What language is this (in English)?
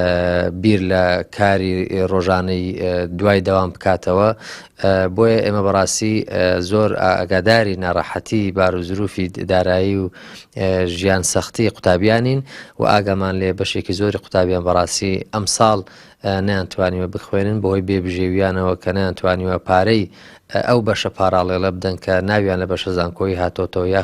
Central Kurdish